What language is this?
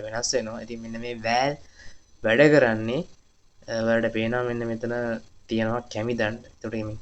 Sinhala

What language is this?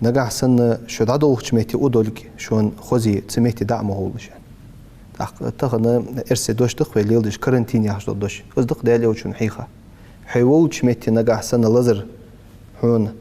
Ingush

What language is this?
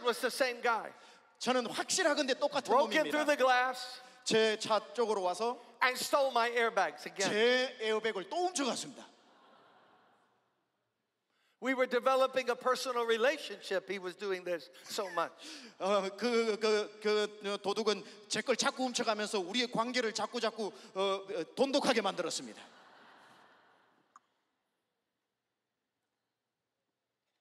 Korean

